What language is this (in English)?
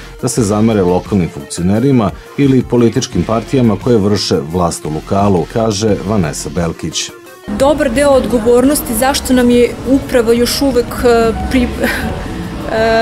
Serbian